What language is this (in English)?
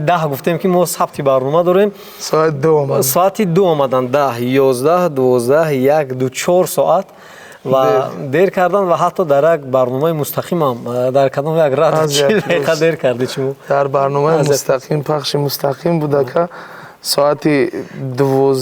Tajik